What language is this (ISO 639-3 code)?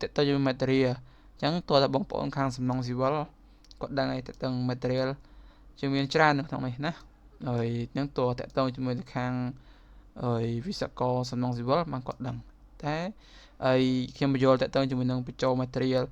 khm